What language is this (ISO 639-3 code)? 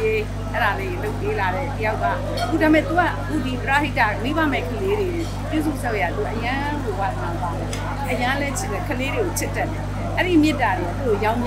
mya